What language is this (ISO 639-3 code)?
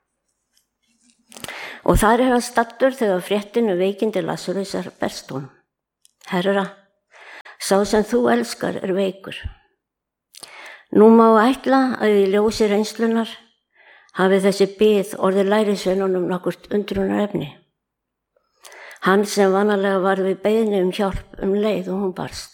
isl